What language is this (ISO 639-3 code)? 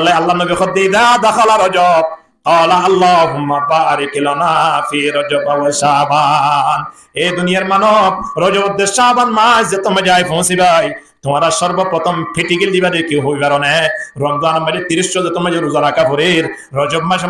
rhg